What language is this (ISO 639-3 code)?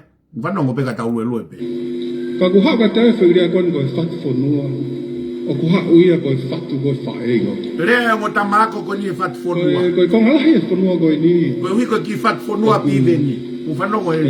ton